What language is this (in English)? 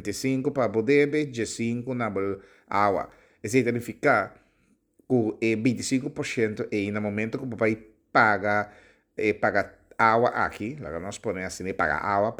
Papiamento